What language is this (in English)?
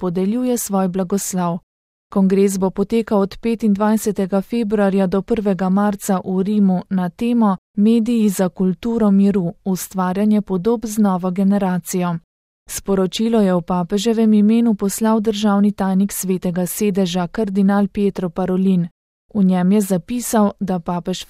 Slovenian